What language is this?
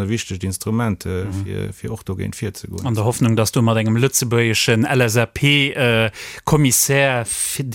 Luxembourgish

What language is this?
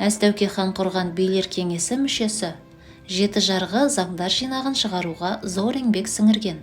Kazakh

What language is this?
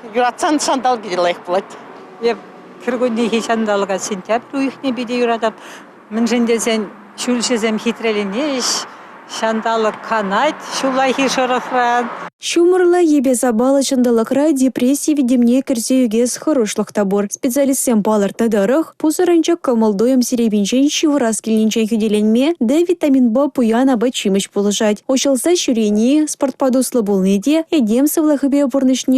Chuvash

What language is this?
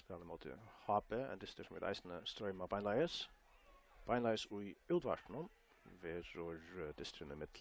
Faroese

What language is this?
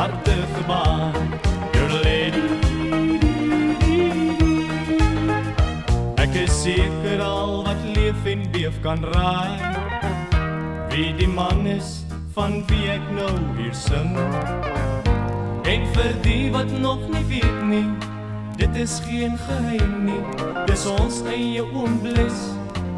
Afrikaans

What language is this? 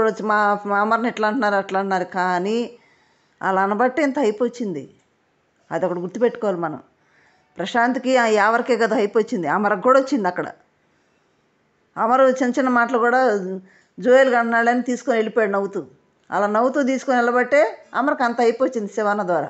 Telugu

